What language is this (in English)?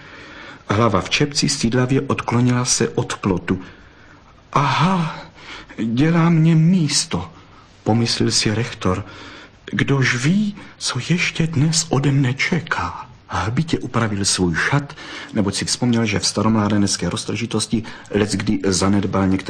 Czech